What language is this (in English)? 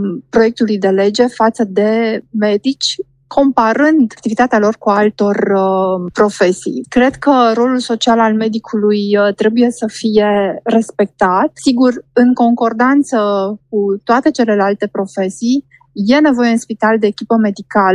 Romanian